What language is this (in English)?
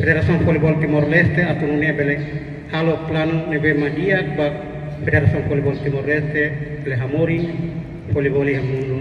Tetum